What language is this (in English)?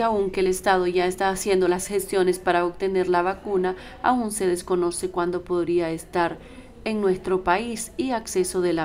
Spanish